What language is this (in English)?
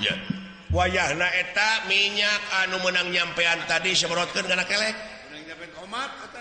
Sundanese